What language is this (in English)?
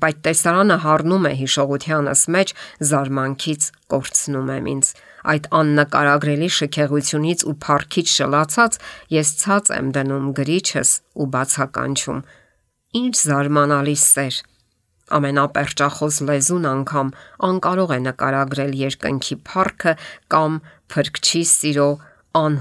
Armenian